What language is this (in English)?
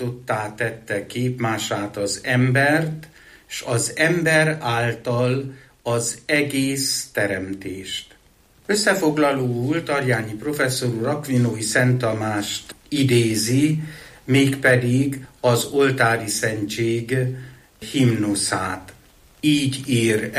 Hungarian